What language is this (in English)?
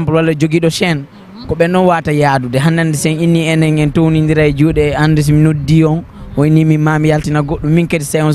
Fula